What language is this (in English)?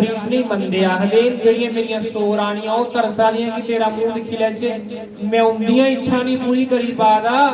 Dogri